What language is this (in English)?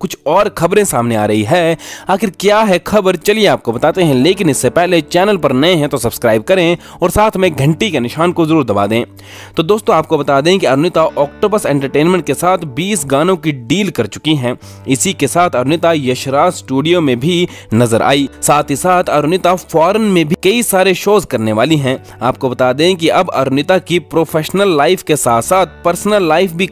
Hindi